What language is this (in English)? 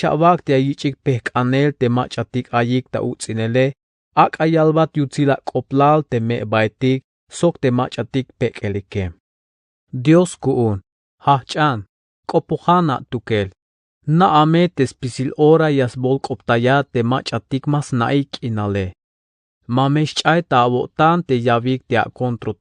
Tzeltal